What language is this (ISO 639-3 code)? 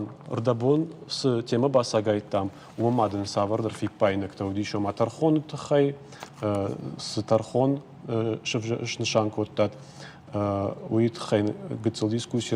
oss